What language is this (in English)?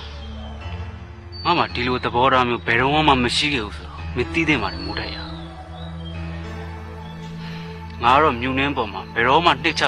Burmese